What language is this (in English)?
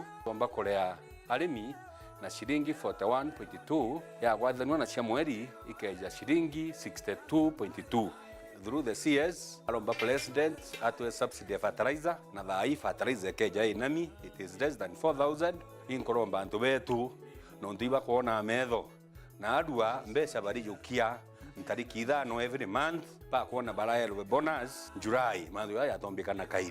Meru